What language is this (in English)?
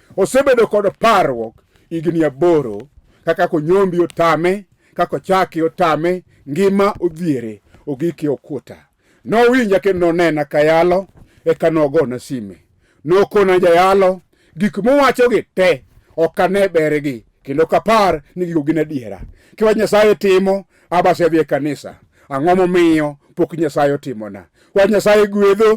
Luo (Kenya and Tanzania)